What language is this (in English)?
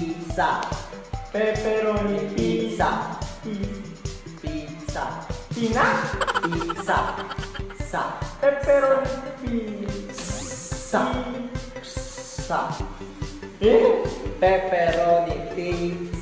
Filipino